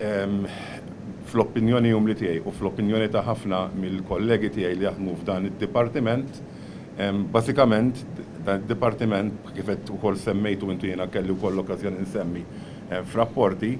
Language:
Maltese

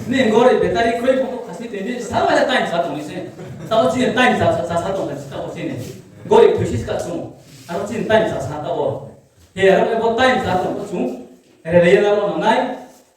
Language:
Riang (India)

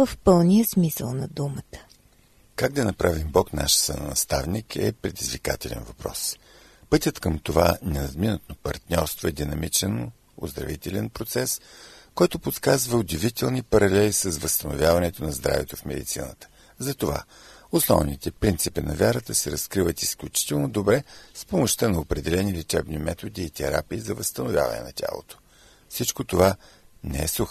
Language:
Bulgarian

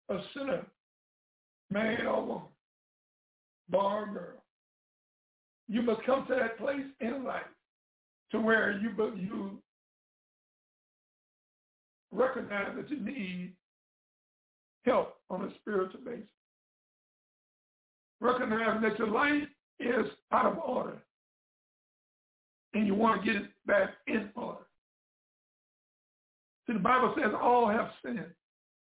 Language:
English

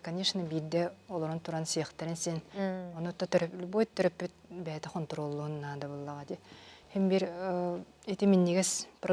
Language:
Yakut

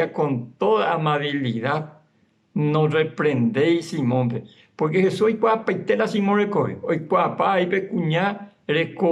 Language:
Guarani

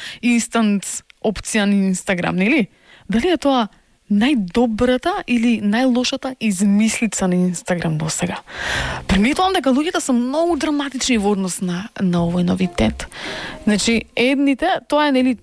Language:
Macedonian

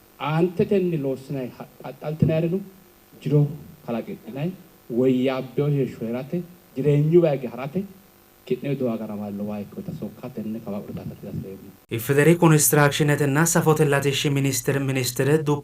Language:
Sidamo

